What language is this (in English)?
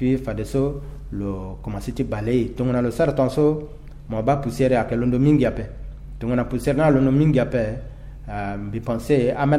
Sango